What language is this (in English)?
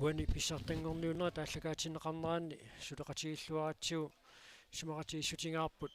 Kalaallisut